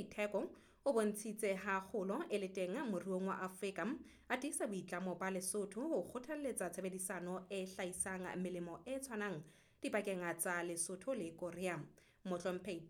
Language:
Southern Sotho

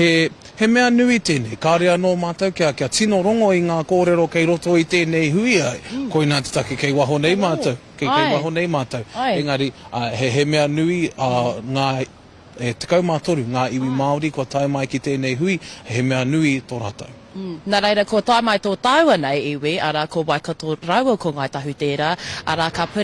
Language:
Māori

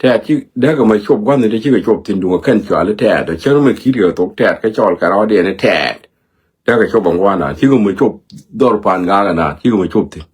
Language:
Nuer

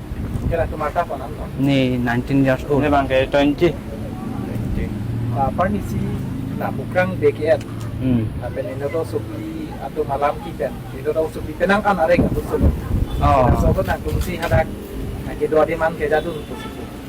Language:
Karbi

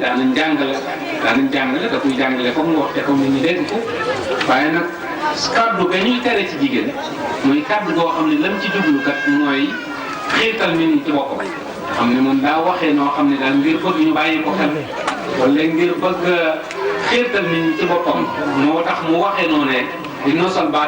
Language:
Wolof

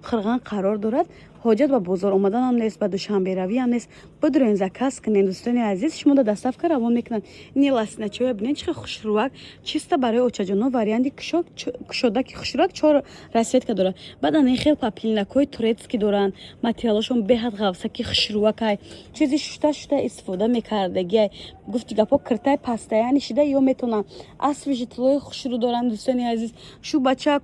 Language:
Tajik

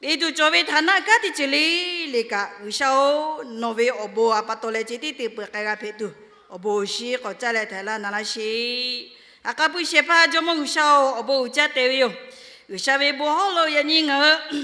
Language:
Lahu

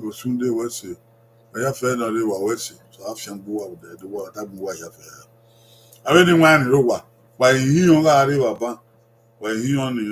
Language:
Bini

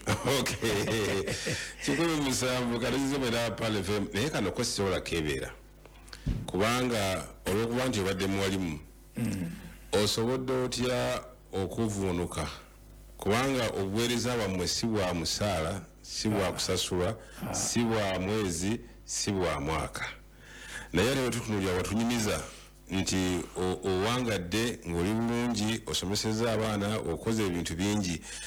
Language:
Ganda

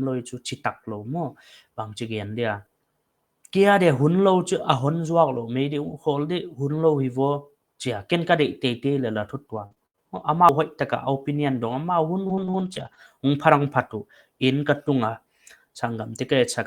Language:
Paite Chin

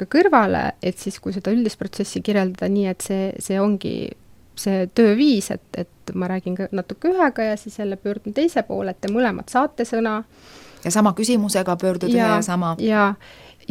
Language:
Estonian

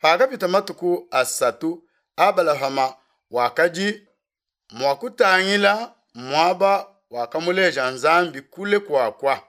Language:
Luba-Lulua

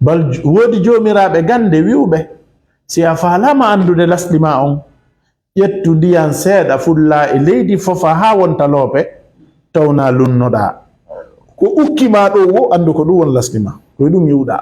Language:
Fula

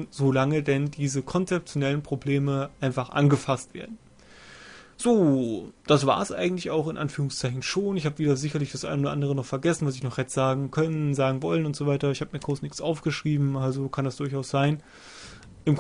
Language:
German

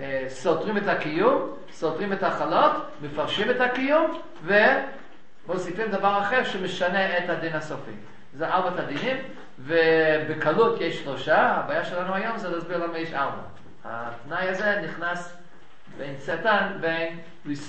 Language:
Hebrew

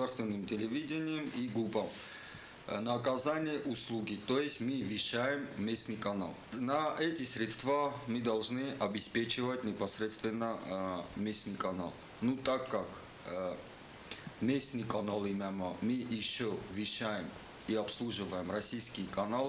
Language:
Ossetic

